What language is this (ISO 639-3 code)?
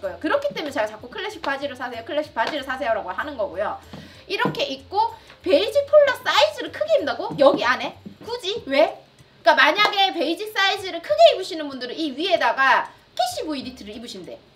kor